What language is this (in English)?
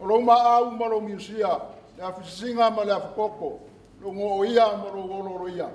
Samoan